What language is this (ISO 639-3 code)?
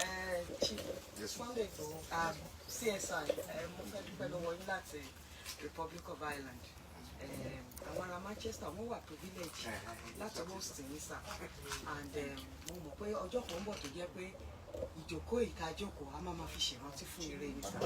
yor